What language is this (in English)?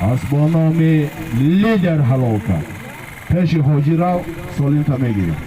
Tajik